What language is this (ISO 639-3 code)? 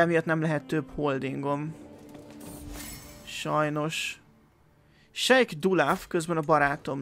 hun